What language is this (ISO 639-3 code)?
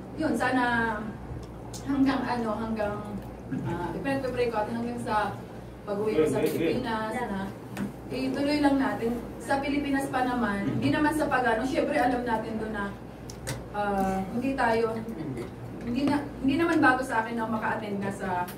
fil